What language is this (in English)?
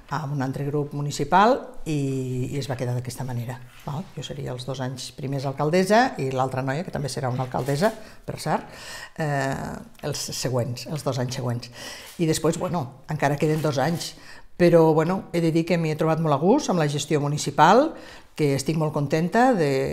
Catalan